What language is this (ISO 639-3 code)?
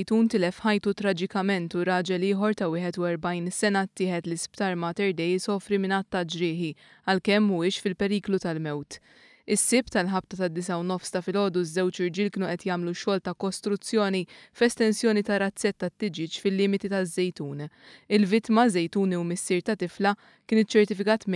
mlt